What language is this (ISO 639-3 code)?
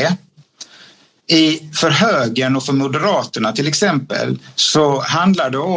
swe